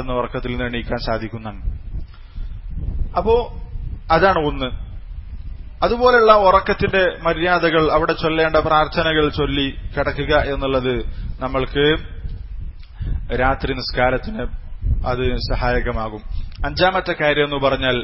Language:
Malayalam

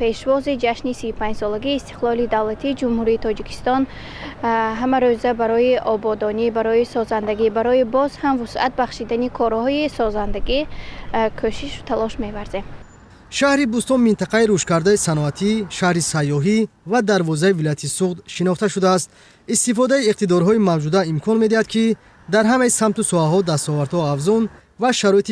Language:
Tajik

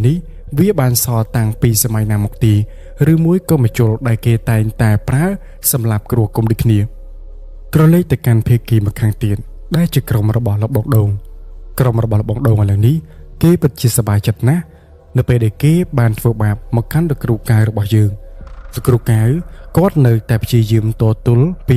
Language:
Khmer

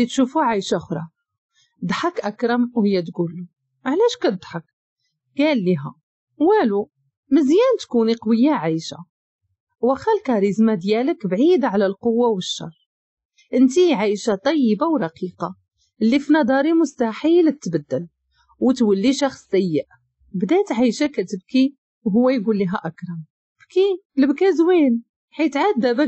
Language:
Moroccan Arabic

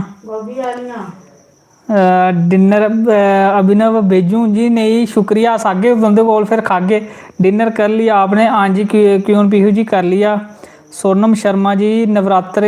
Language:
Dogri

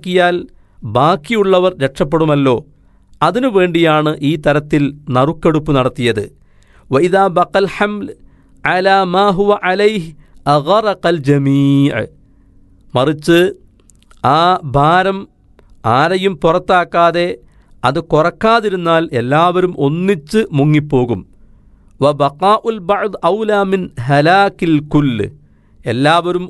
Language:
Malayalam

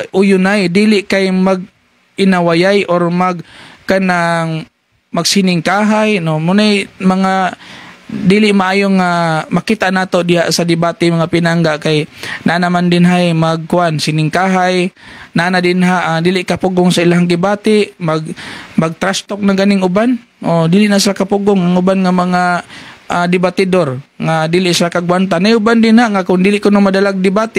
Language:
Cebuano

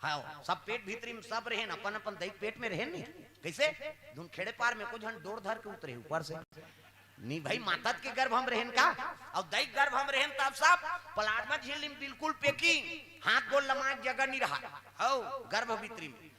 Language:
Chhattisgarhi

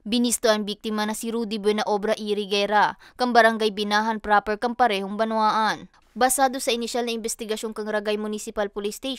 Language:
Bikol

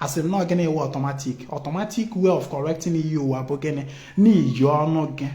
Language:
Igbo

